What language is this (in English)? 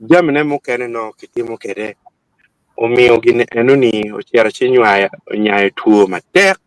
Acoli